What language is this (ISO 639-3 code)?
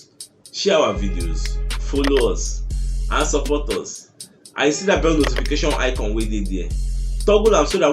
pcm